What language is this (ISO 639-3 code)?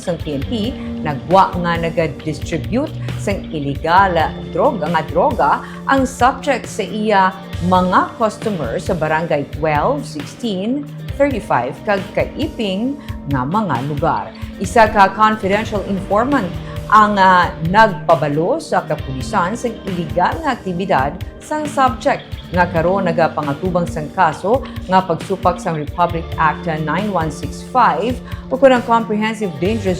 hil